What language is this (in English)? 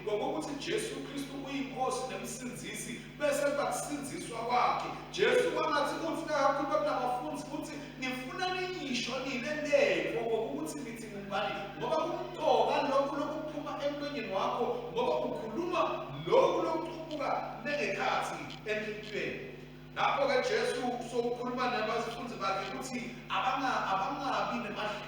Swati